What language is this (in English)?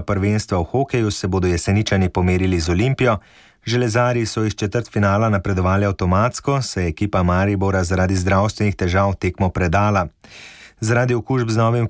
Slovenian